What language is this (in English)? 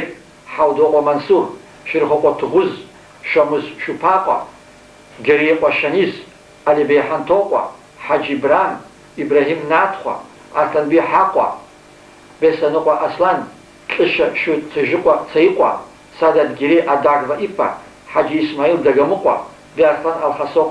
Kabardian